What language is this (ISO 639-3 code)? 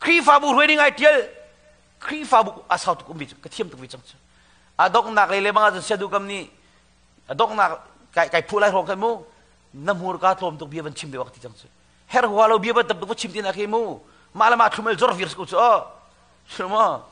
cnh